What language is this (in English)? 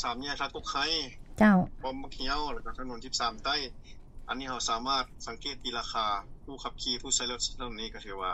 Lao